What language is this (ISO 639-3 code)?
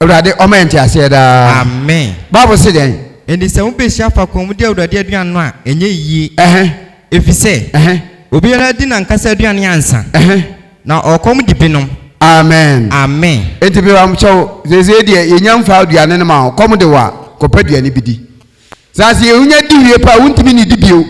aka